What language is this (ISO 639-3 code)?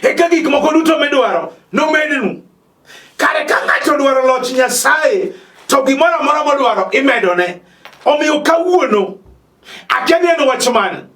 luo